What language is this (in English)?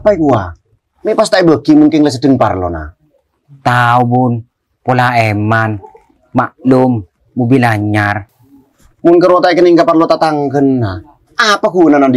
Madurese